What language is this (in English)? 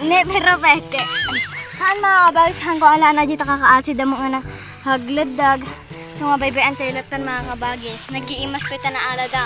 Iloko